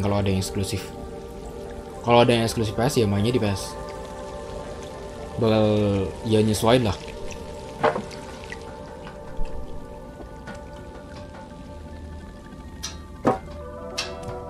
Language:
Indonesian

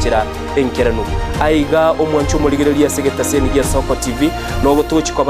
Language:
Gusii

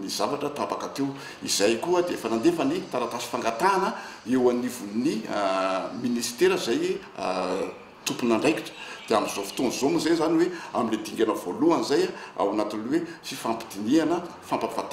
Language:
Malagasy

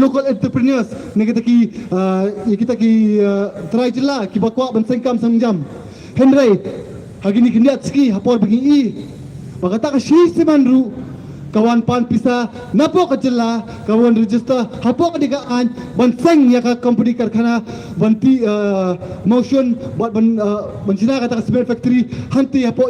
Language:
Khasi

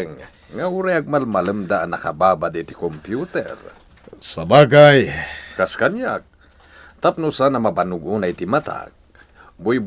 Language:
Iloko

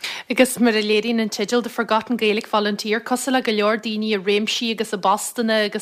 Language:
Irish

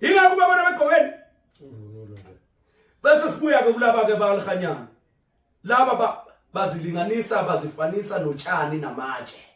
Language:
Zulu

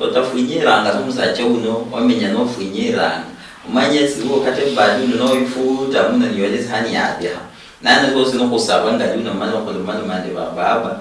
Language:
Luyia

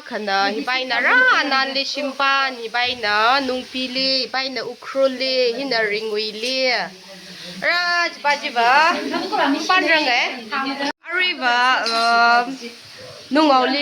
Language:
Tangkhul Naga (India)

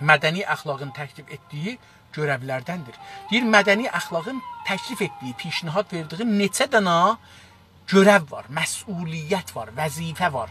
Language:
South Azerbaijani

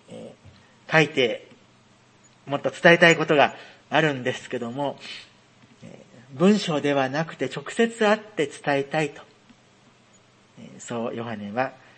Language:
Japanese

